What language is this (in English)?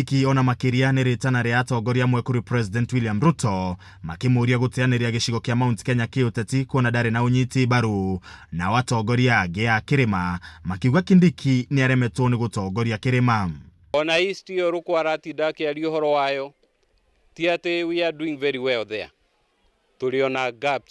Kikuyu